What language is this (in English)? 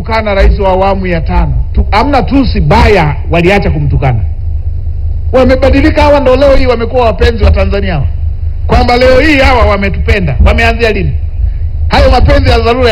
Swahili